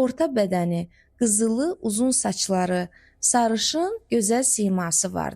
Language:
Azerbaijani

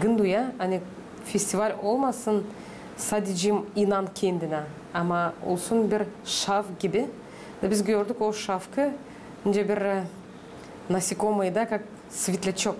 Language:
Gagauz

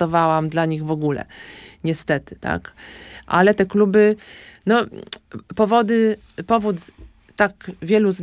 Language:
Polish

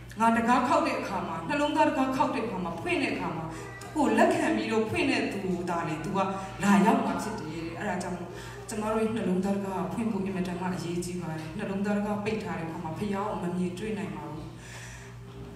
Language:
Burmese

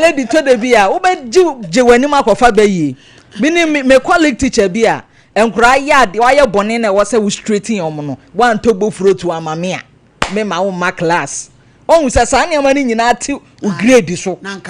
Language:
Akan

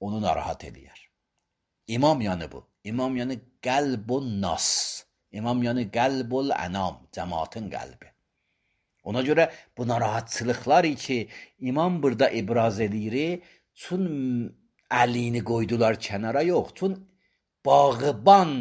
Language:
Azerbaijani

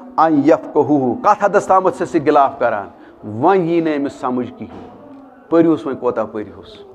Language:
Kashmiri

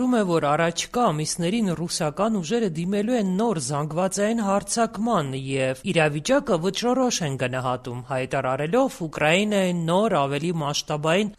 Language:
Armenian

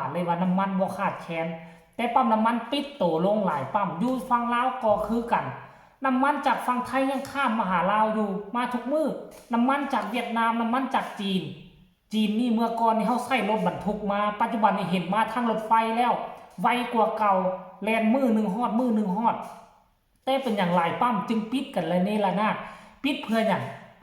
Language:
Lao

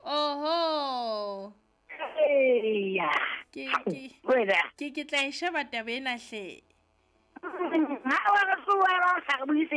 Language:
Southern Sotho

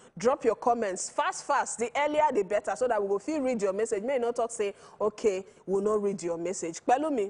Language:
Nigerian Pidgin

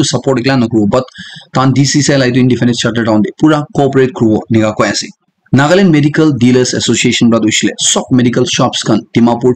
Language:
Naga Pidgin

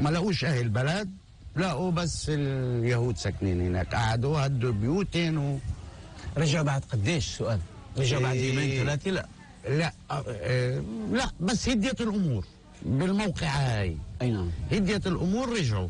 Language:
North Levantine Arabic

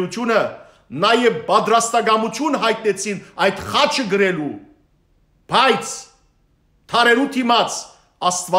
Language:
Western Armenian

